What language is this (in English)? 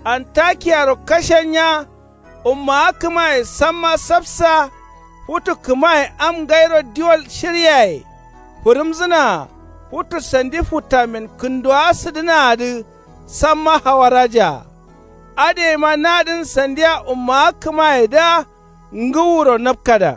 Kanuri